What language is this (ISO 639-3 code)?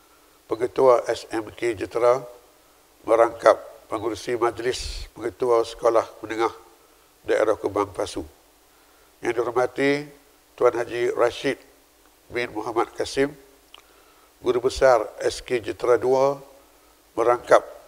msa